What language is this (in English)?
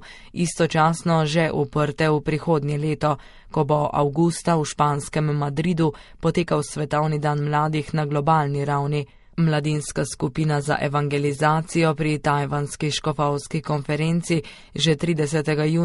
Slovenian